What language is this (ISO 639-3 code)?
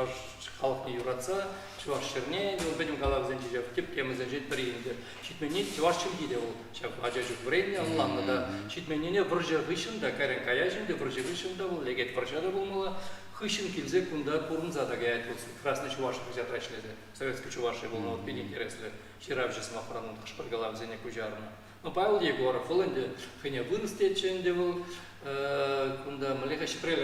chv